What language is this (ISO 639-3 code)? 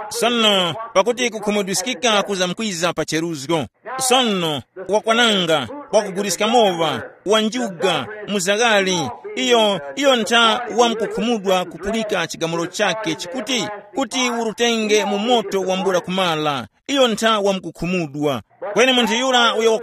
tum